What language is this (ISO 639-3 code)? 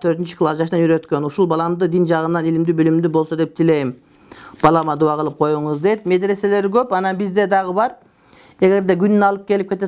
kir